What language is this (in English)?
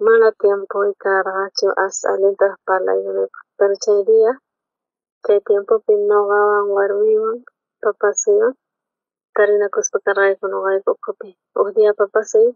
South Bolivian Quechua